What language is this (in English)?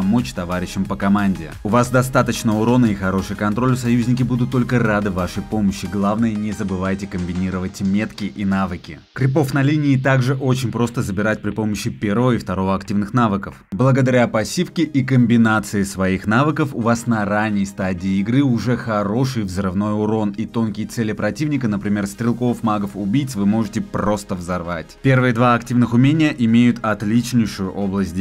Russian